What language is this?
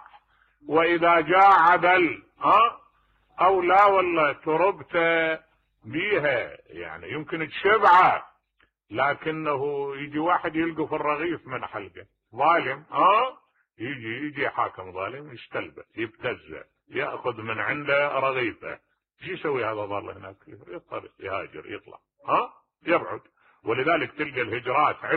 Mesopotamian Arabic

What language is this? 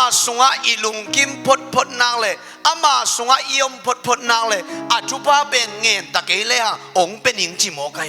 Tedim Chin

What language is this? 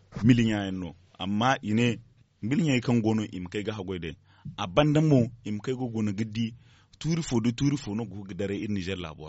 Zarma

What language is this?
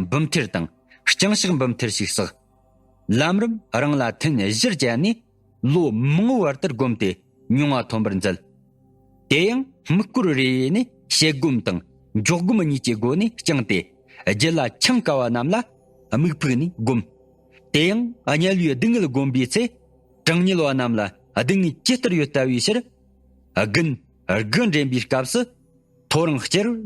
Tibetan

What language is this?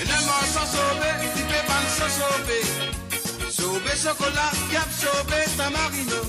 Morisyen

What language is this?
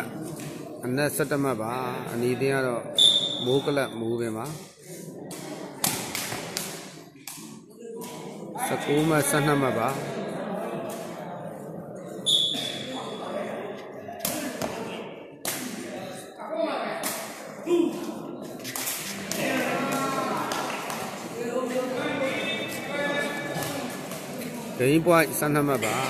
Burmese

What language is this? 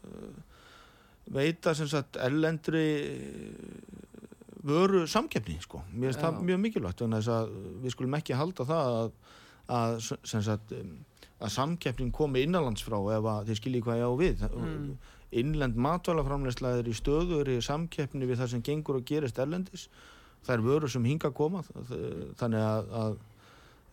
Icelandic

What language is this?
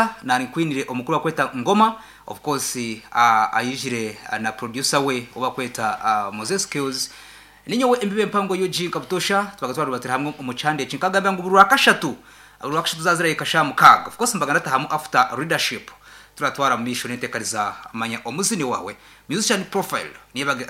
Nyankole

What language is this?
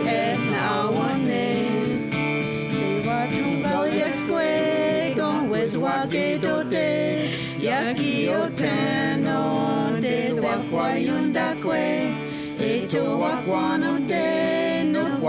Mohawk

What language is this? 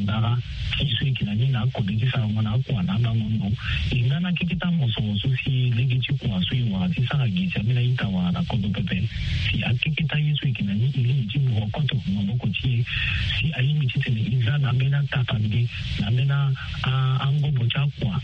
Sango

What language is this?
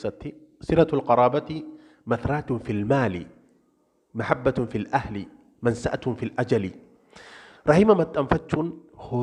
Oromo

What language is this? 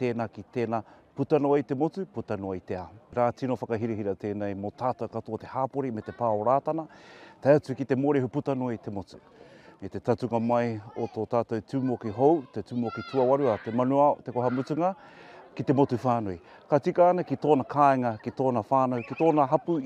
Māori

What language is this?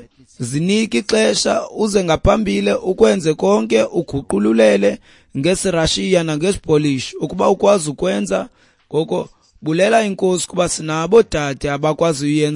Xhosa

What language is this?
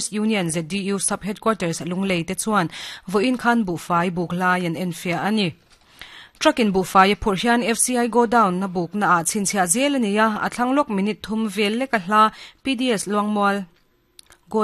Mizo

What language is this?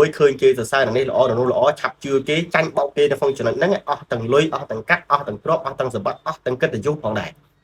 Khmer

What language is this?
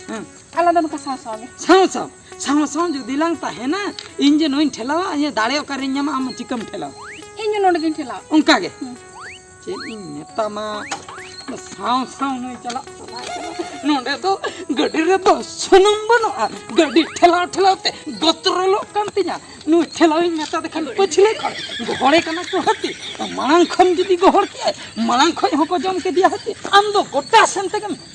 Santali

